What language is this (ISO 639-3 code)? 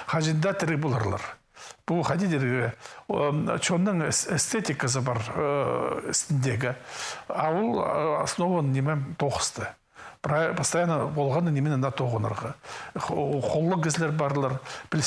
kjh